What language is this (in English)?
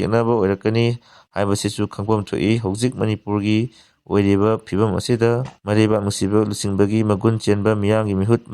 Manipuri